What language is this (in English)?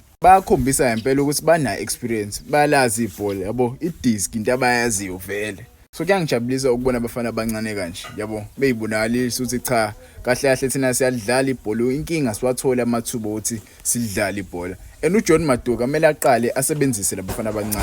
Zulu